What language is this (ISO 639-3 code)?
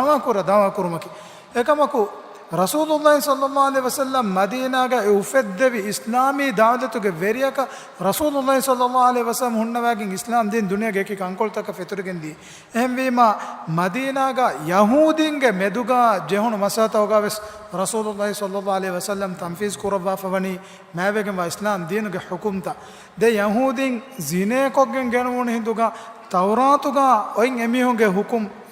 div